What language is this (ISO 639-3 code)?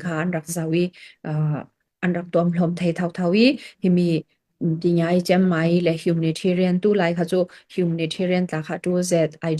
cfm